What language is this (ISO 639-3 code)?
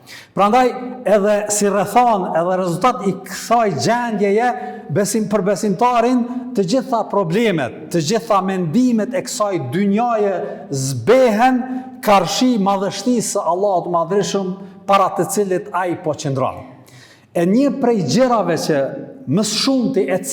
sqi